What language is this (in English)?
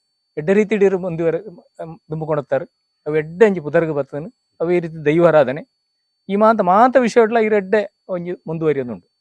Tulu